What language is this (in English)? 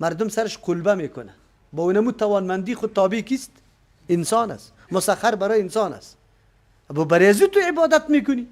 Persian